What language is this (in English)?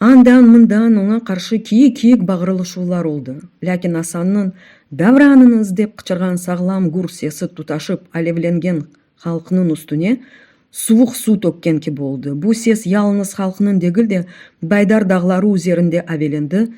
Crimean Tatar